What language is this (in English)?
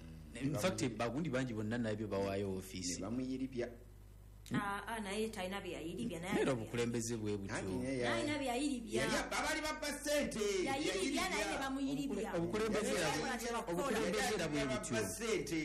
Ganda